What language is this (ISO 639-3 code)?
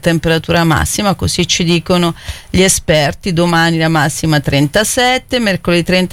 ita